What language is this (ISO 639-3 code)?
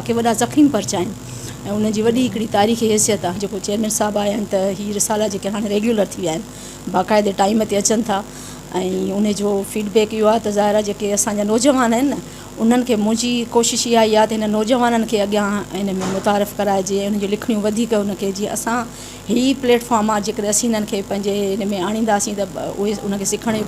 snd